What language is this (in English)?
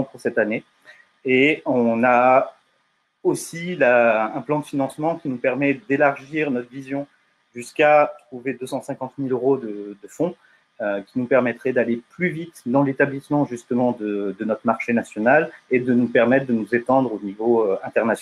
French